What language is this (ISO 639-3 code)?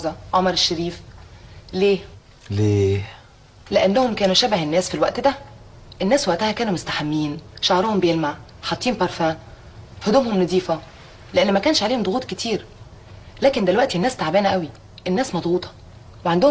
arz